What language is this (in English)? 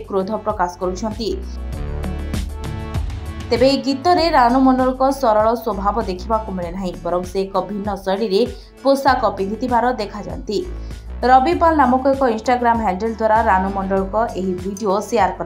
Odia